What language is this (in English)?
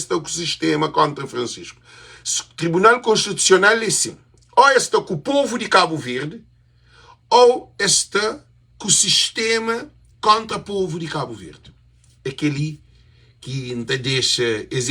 Kabuverdianu